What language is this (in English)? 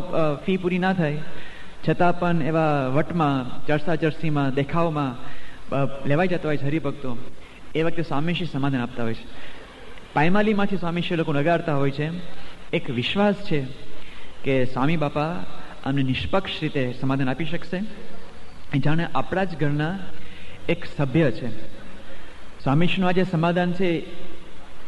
Gujarati